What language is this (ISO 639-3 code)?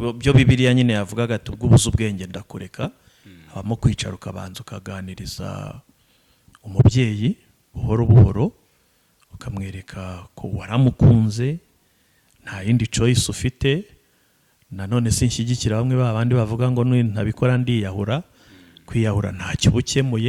kin